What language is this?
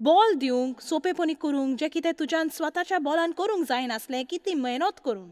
Konkani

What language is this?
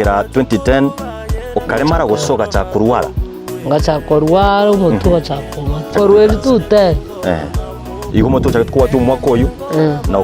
Gusii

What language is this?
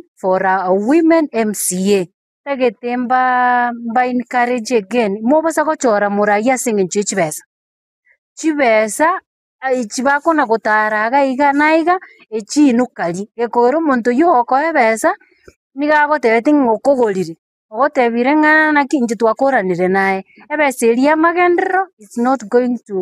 Gusii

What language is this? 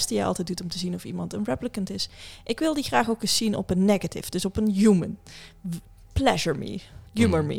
Dutch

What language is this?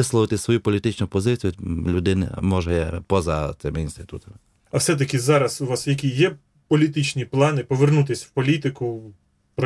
Ukrainian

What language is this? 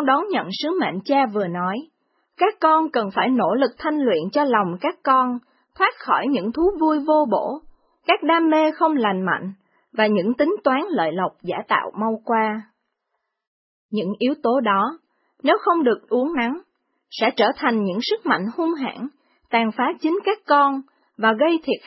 Vietnamese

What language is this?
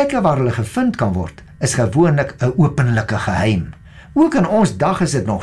Afrikaans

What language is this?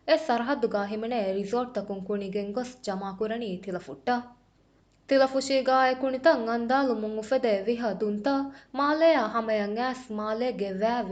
Divehi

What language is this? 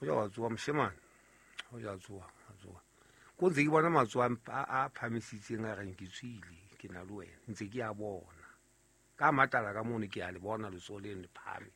Southern Sotho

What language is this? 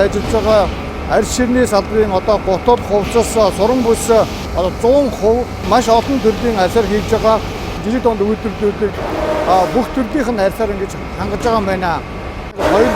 Mongolian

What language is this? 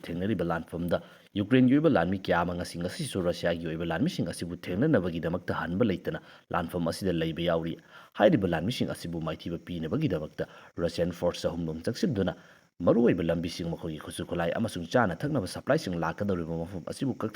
Manipuri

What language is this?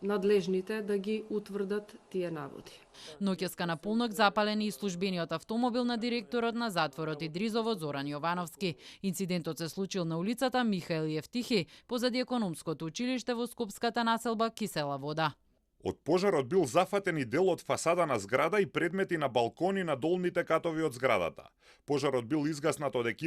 Macedonian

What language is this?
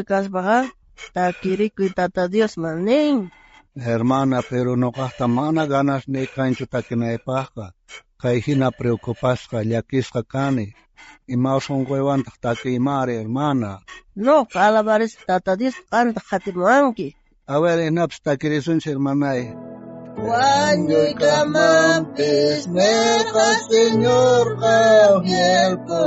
South Bolivian Quechua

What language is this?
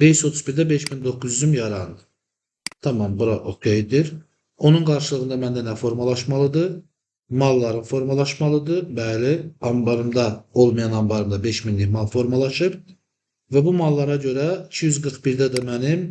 Azerbaijani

